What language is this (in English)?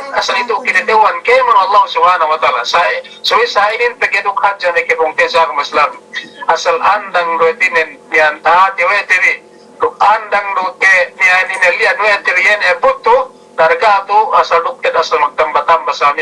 Yakan